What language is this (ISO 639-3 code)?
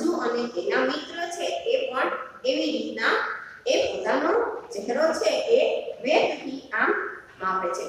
guj